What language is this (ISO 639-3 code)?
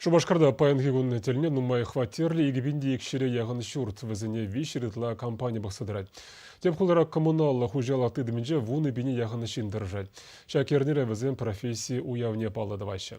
chv